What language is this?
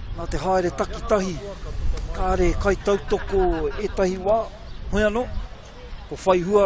Māori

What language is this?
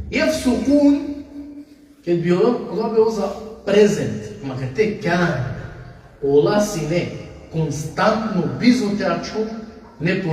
Balkan Romani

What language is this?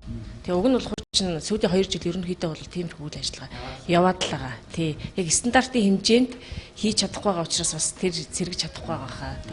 Mongolian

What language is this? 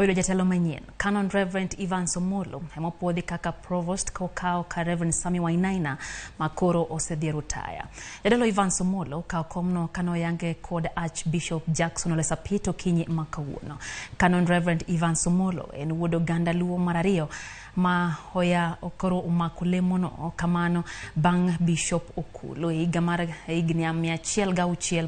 Luo (Kenya and Tanzania)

